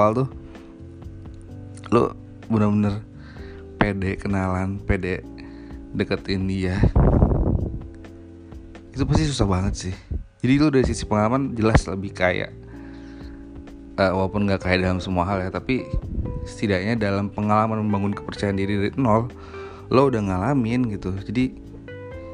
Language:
Indonesian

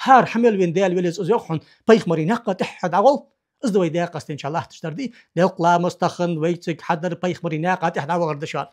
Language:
Ingush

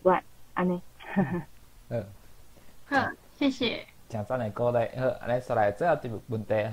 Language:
Min Nan Chinese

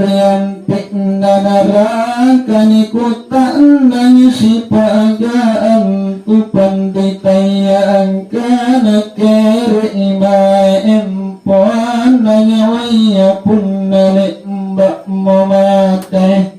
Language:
Makasar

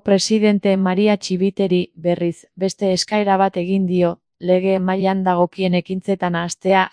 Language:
Basque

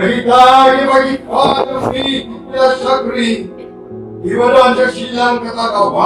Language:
Khasi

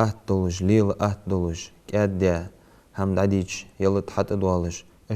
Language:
Ingush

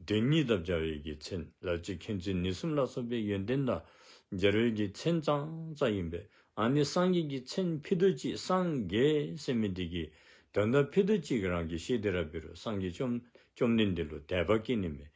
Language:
Dzongkha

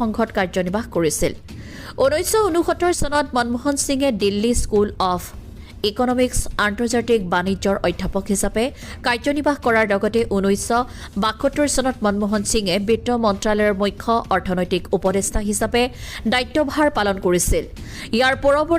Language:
Assamese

